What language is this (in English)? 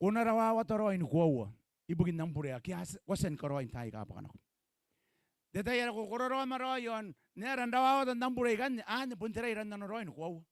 Gilbertese